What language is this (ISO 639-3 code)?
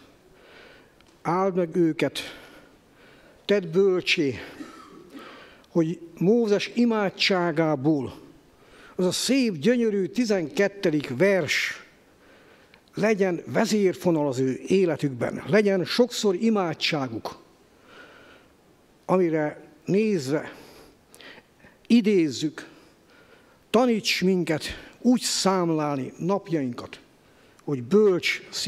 hun